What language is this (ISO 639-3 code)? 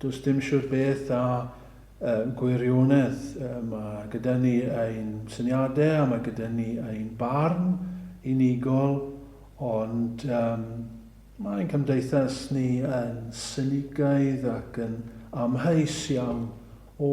cym